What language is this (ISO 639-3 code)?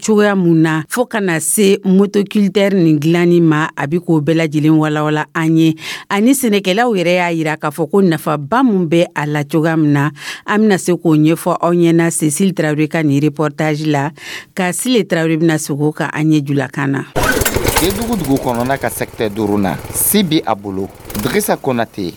dyu